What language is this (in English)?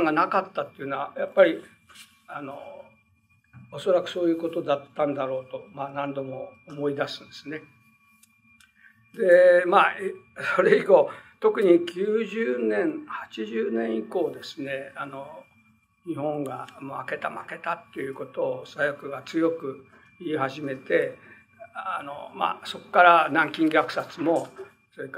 Japanese